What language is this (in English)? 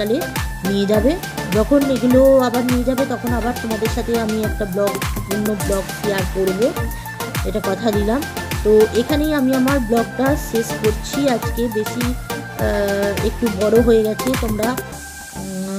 Bangla